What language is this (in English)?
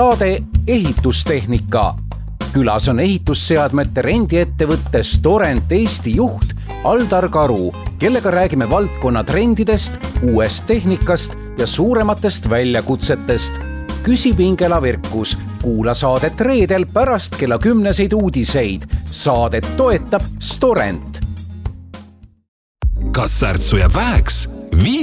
Estonian